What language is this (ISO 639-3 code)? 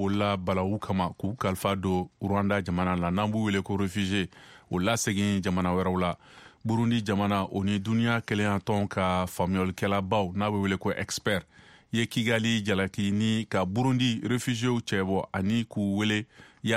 bam